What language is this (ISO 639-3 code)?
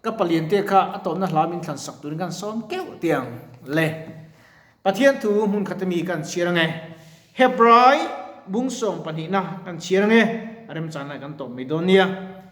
lus